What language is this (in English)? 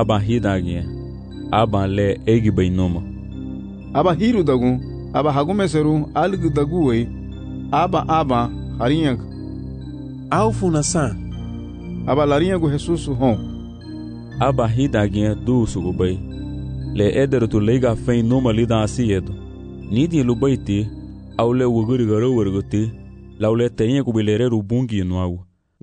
Garifuna